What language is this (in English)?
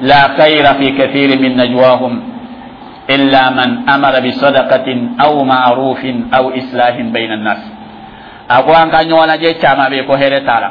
Dyula